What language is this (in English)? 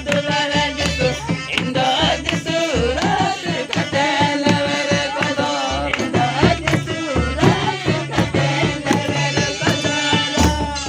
Santali